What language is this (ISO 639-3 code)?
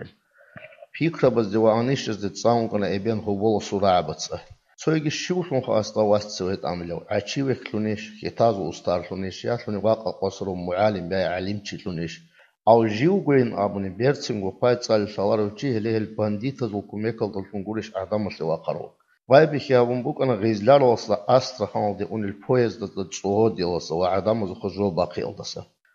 ava